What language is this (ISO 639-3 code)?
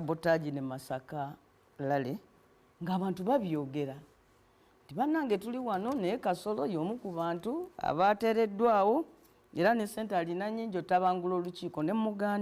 lug